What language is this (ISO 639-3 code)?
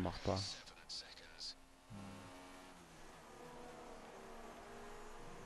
deu